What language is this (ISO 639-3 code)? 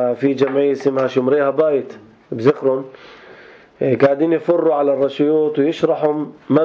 apc